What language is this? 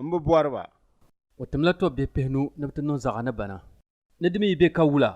Dagbani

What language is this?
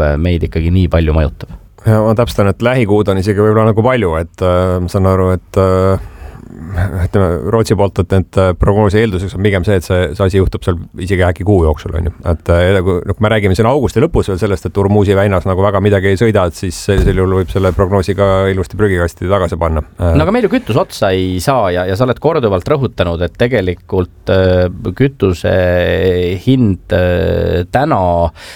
Estonian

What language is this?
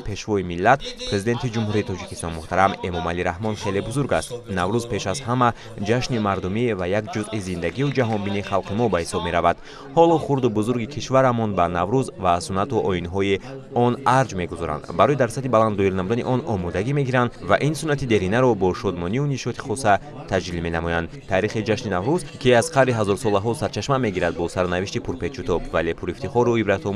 Tajik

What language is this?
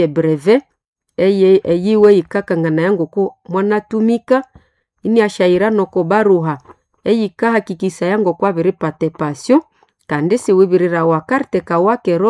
Nande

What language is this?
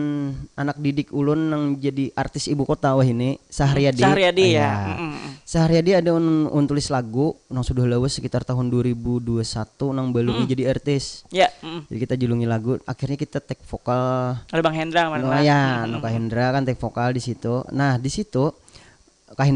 Banjar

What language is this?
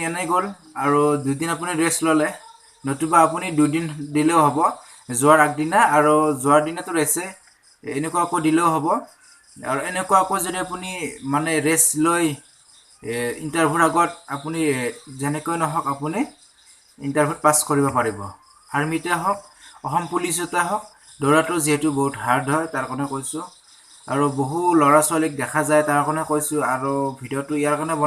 Assamese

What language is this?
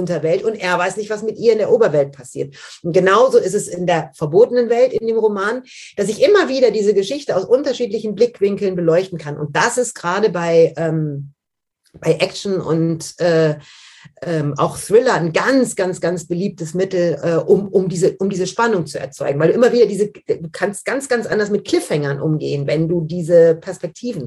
German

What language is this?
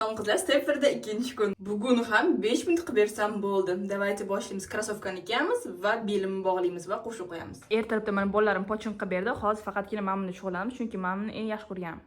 Uzbek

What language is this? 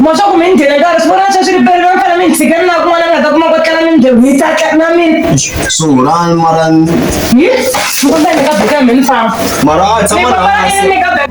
Tsonga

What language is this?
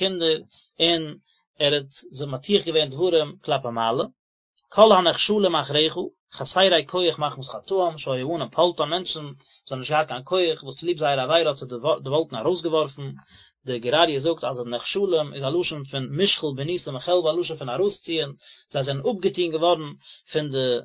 Yiddish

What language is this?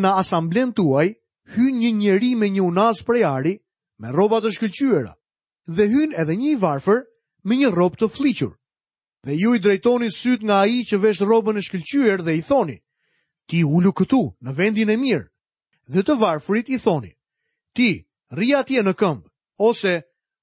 Albanian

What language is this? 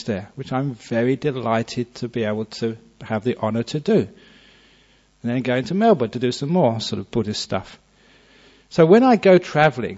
English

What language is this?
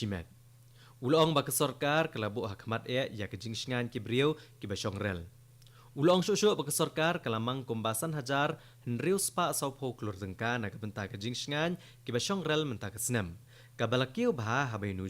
Khasi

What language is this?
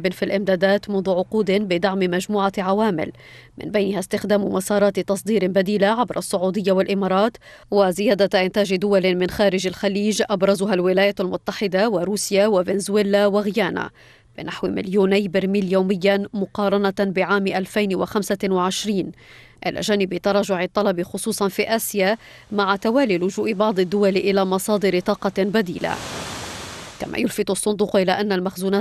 Arabic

